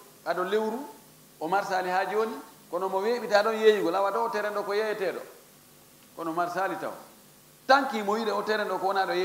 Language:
Fula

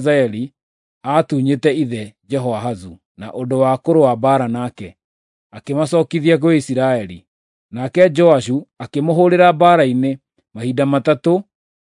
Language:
Kikuyu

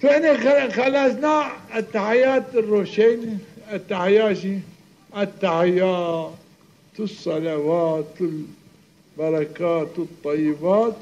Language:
Zaza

